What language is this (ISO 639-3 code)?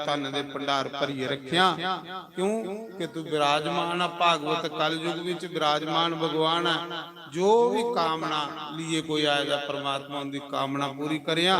doi